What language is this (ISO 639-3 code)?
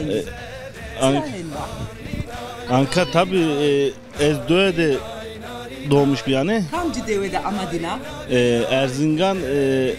zza